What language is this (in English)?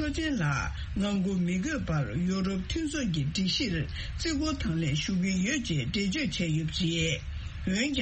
Tibetan